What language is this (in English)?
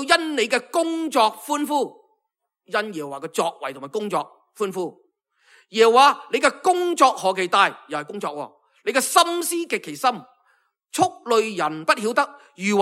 Cantonese